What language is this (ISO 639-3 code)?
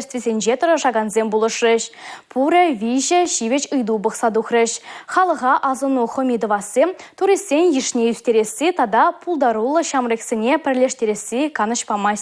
chv